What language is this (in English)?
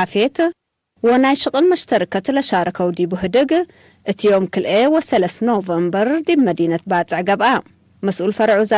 Tigre